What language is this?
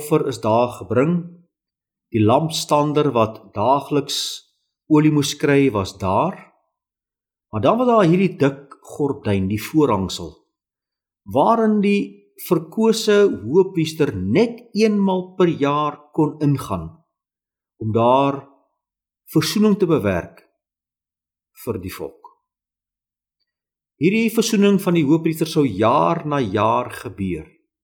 Afrikaans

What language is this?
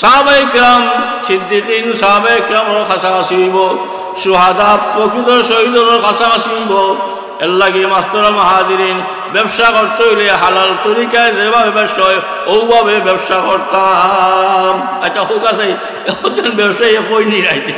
Sylheti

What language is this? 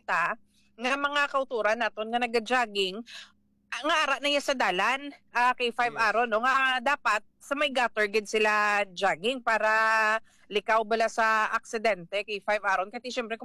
Hiligaynon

